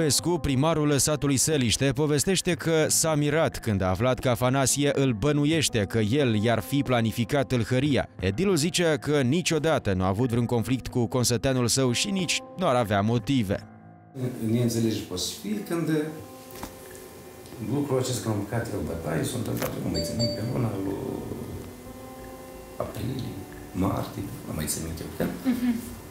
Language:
Romanian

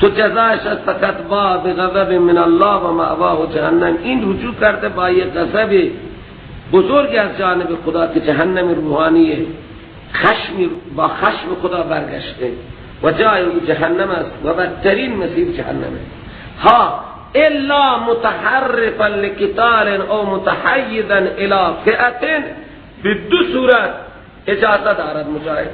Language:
Persian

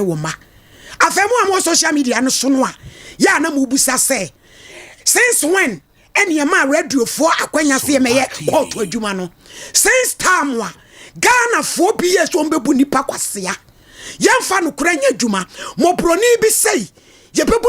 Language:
Akan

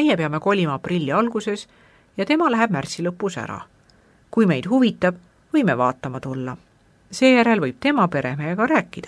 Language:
Estonian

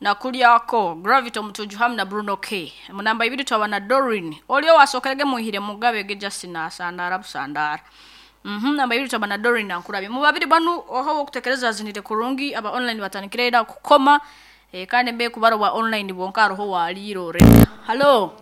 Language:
Nyoro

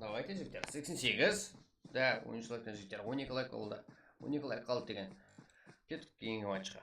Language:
Kara-Kalpak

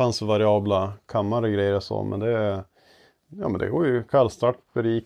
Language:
Swedish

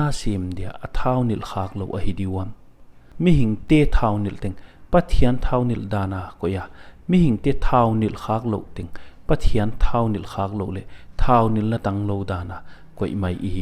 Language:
Paite Chin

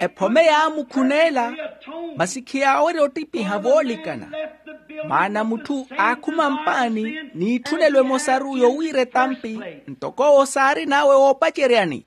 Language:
Makhuwa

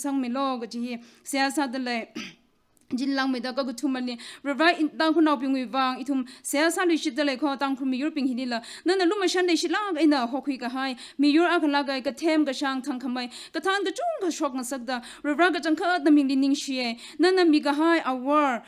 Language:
Tangkhul Naga (India)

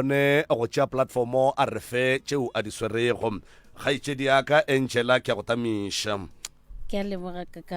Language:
Northern Sotho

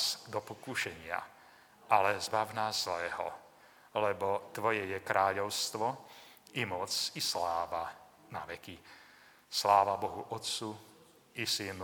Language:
Slovak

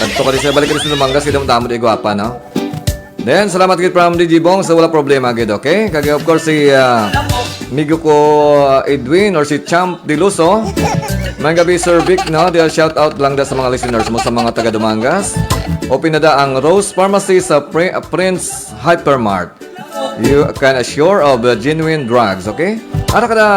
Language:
Hiligaynon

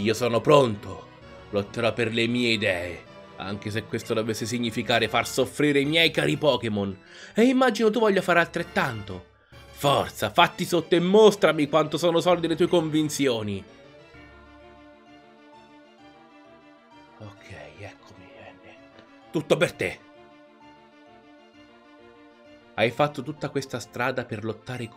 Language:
Italian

